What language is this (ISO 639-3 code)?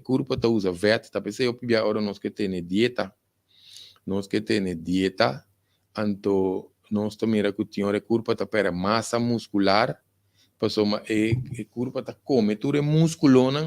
pap